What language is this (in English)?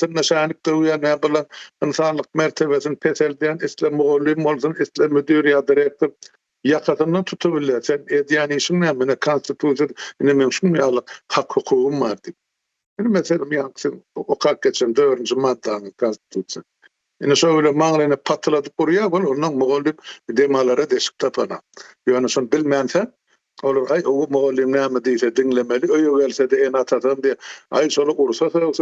Turkmen